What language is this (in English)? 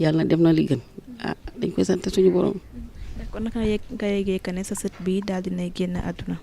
Wolof